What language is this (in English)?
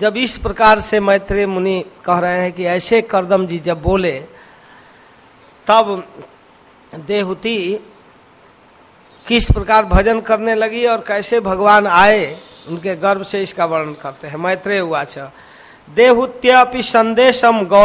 Hindi